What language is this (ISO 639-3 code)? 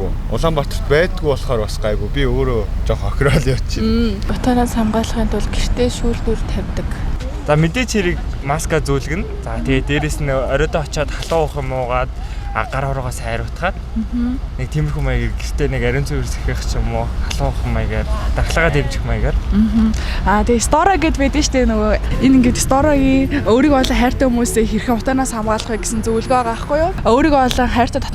mon